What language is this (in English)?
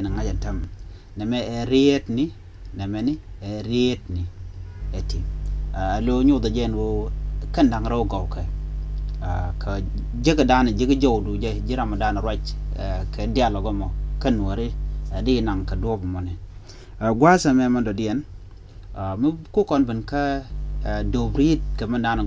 Nuer